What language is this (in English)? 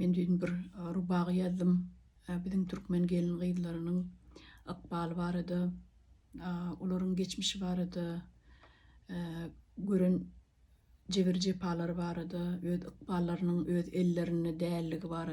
Turkmen